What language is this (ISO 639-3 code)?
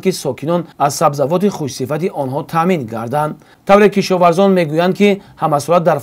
tgk